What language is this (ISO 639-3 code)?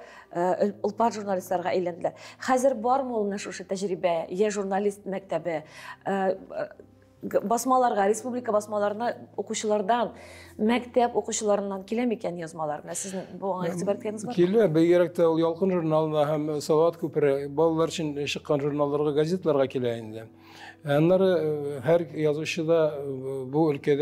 tat